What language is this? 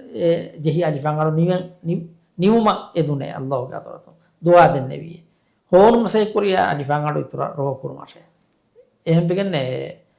Divehi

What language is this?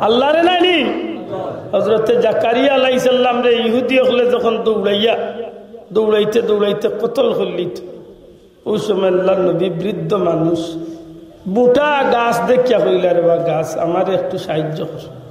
Sylheti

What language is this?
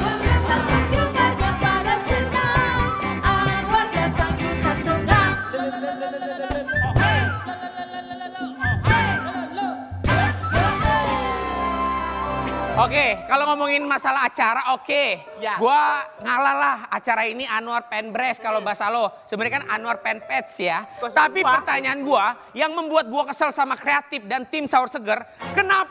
Indonesian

